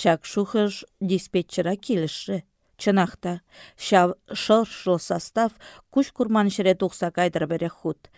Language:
Chuvash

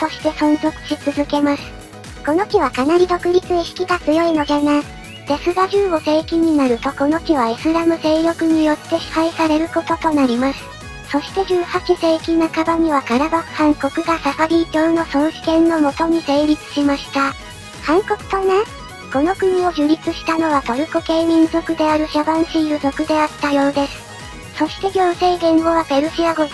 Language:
Japanese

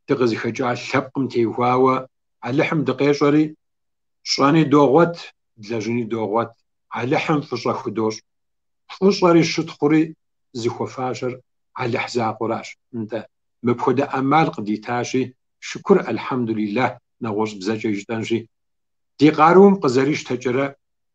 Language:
Kabardian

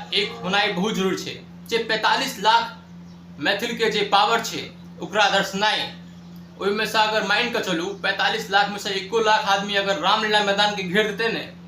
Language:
Maithili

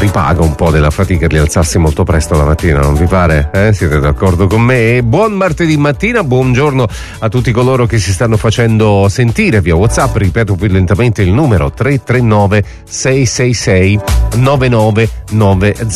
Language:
Italian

